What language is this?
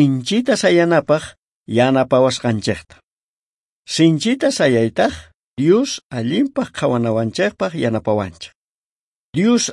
South Bolivian Quechua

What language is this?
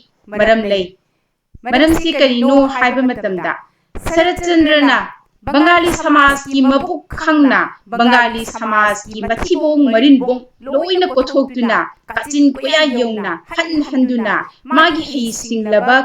Manipuri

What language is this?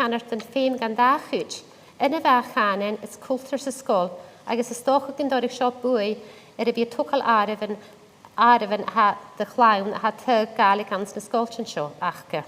Scottish Gaelic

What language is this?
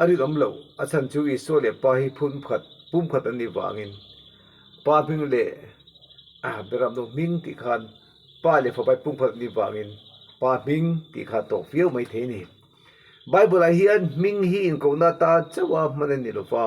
Mizo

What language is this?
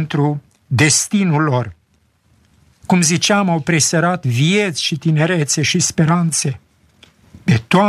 Romanian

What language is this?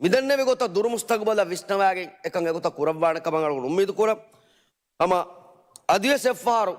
Divehi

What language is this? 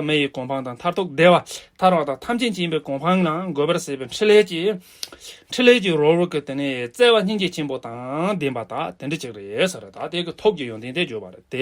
Tibetan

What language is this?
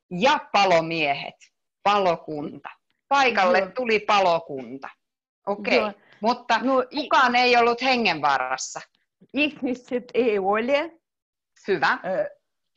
Finnish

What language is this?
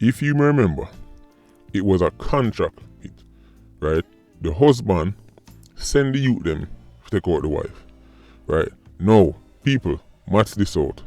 Jamaican Creole English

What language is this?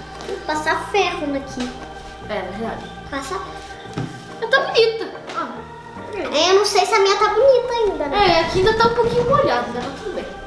Portuguese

